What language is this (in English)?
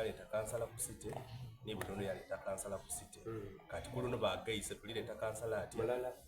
Soga